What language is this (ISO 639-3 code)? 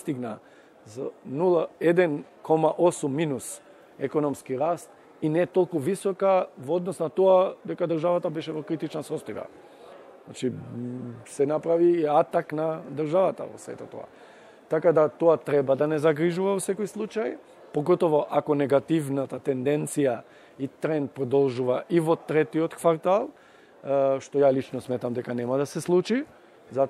mkd